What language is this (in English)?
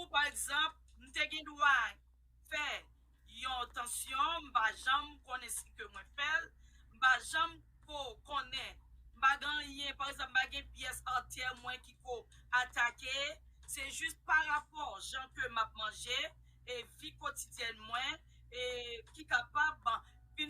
Haitian Creole